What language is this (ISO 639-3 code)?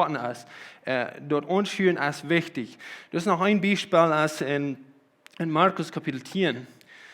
pdt